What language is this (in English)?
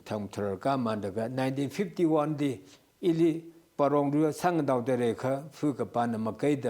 Tangkhul Naga (India)